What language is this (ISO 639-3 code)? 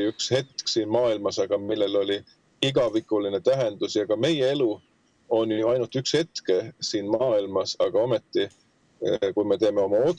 est